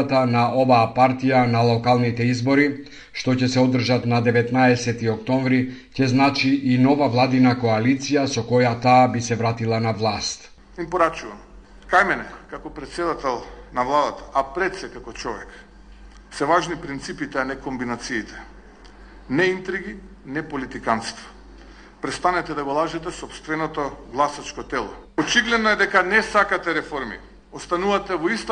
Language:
Macedonian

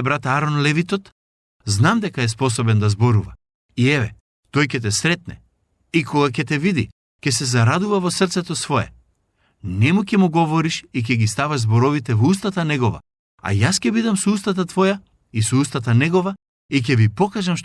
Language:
Macedonian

